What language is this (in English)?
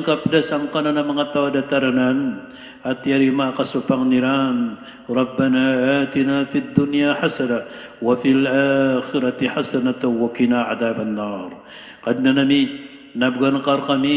Maranao